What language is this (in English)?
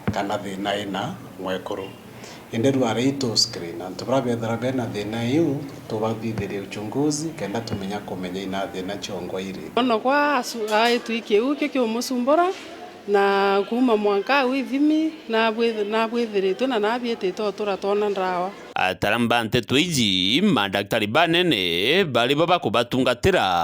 Meru